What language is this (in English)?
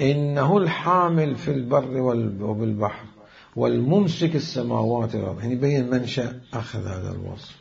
Mesopotamian Arabic